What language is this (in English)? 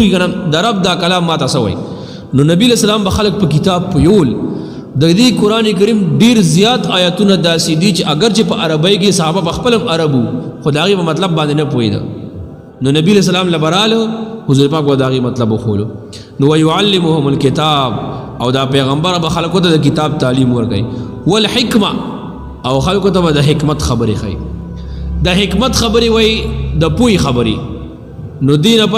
Pashto